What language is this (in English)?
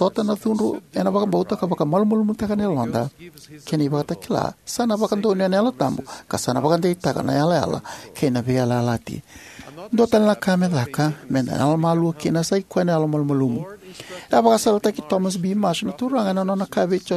Fijian